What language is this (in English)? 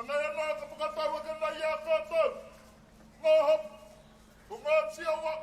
Māori